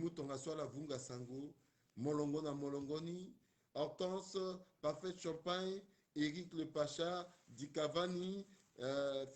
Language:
Sango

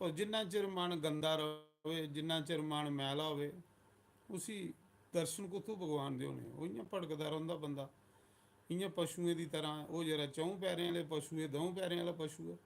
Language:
Dogri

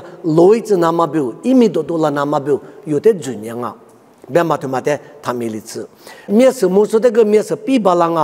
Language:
Lisu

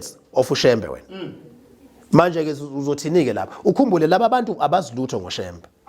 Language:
Zulu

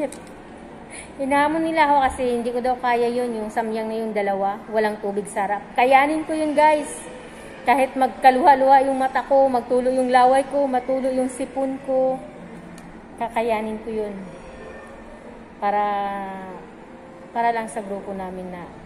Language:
Filipino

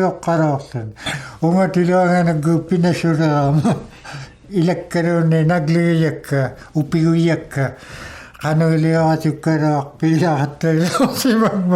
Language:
Inuktitut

